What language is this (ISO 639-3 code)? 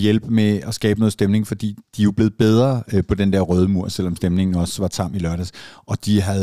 dan